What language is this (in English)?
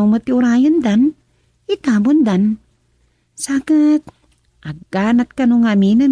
Iloko